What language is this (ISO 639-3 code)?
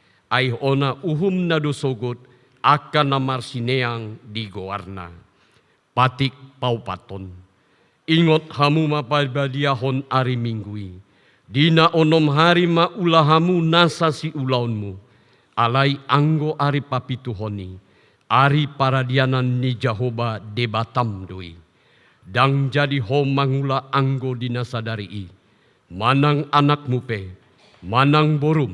bbc